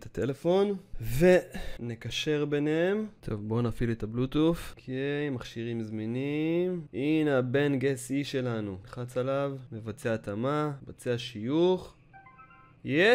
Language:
Hebrew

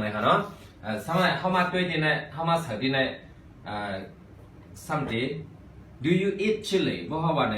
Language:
Shan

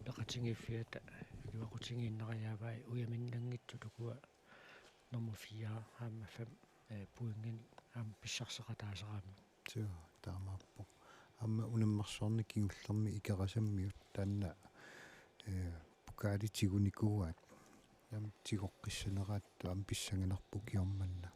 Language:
Kalaallisut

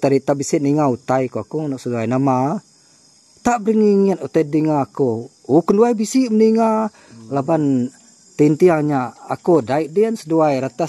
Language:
Iban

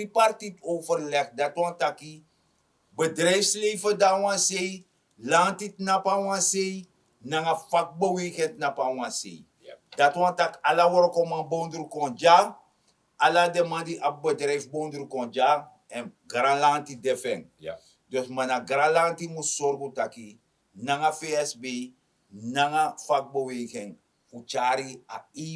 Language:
Sranan Tongo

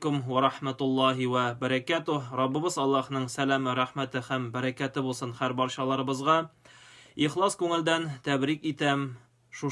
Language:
Tatar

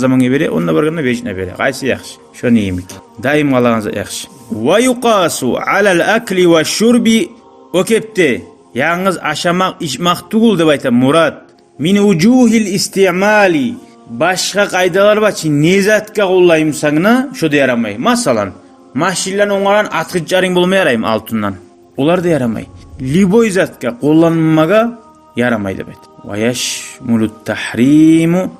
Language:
Kumyk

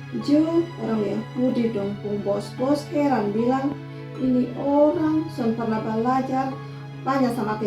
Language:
Kupang Malay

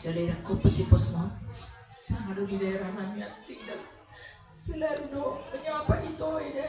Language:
Batak Toba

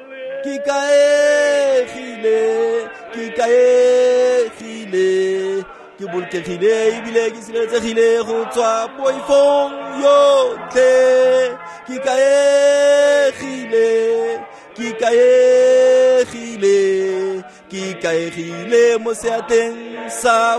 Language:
Tswana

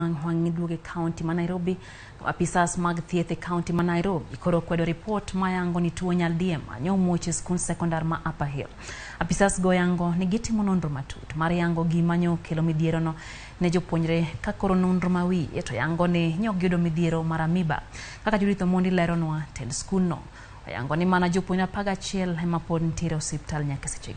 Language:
Luo (Kenya and Tanzania)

